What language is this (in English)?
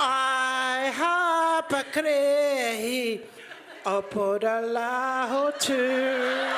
Māori